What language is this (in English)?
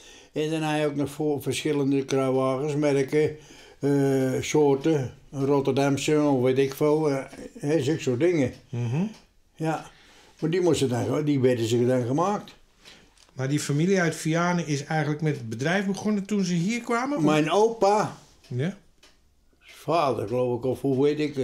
Dutch